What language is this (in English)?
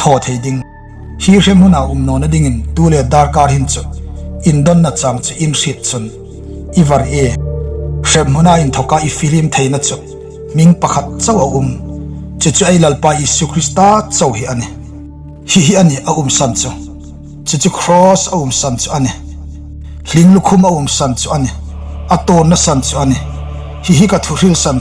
Hmar